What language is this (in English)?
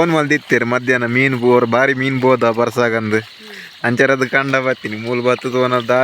Tulu